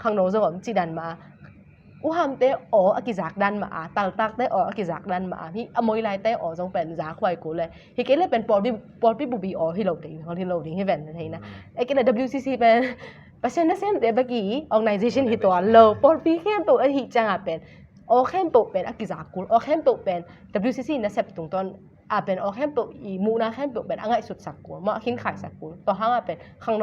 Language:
Tedim Chin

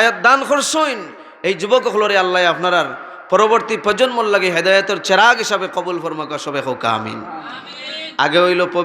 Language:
Sylheti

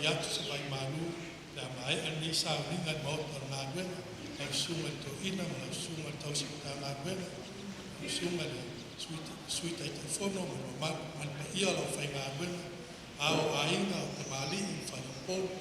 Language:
Samoan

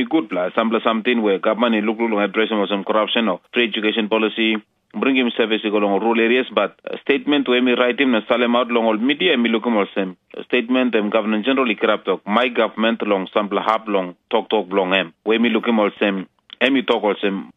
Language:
Tok Pisin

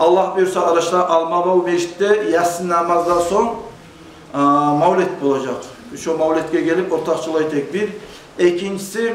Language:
Kumyk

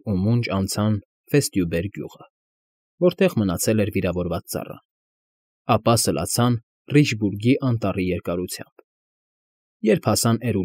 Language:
Armenian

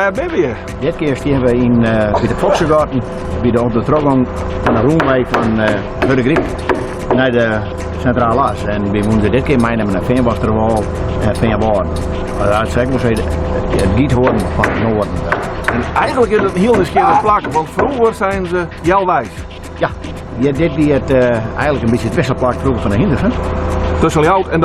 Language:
Western Frisian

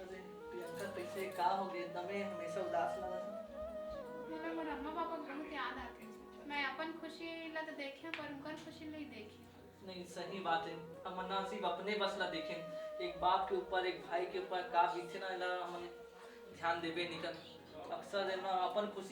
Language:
Chhattisgarhi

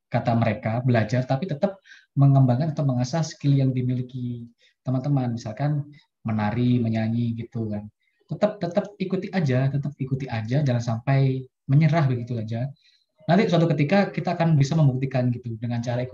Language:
Indonesian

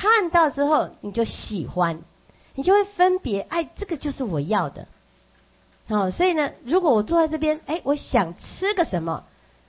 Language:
Chinese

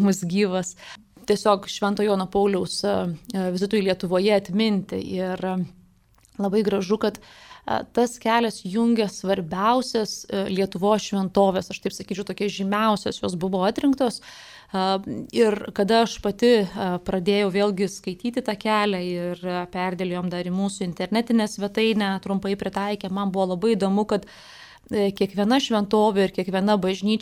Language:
Lithuanian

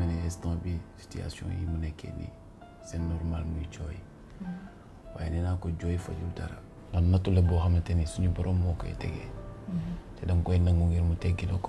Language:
Wolof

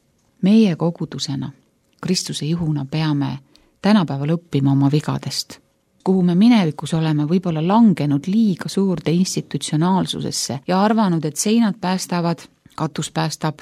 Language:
Estonian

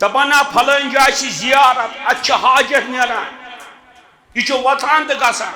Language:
Kashmiri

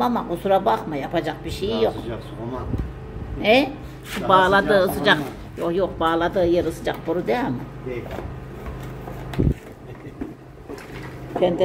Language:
Turkish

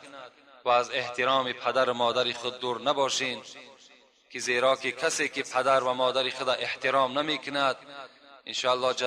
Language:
Tajik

